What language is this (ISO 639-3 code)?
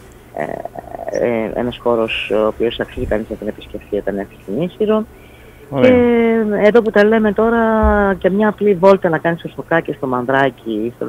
ell